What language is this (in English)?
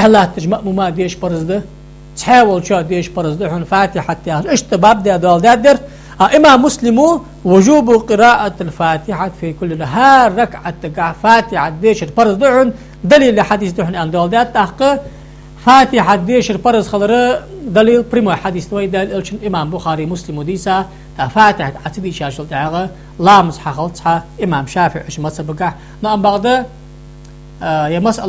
Ingush